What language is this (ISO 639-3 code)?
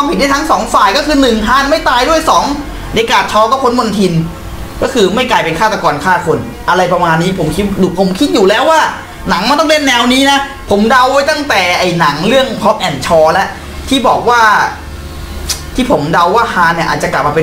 tha